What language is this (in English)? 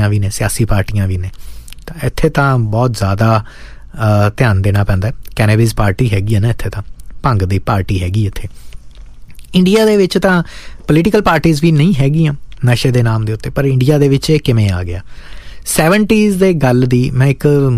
Punjabi